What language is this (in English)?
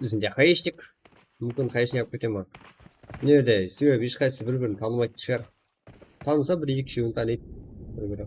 Kara-Kalpak